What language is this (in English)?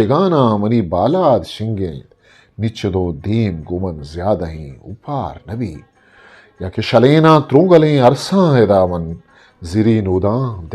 Eastern Balochi